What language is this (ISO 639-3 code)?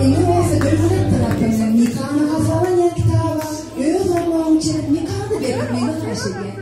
tuk